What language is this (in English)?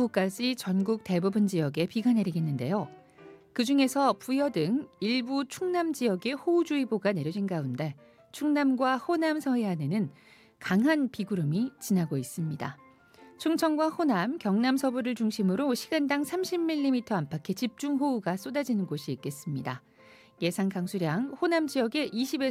Korean